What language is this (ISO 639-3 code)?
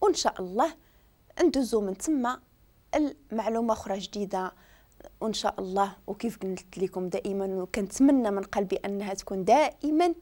ary